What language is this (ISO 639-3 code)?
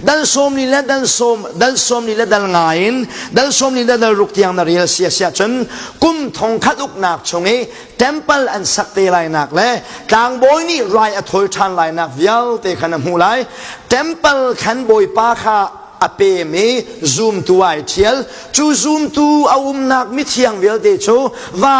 cnh